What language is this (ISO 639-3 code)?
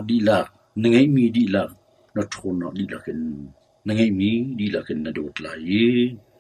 cnh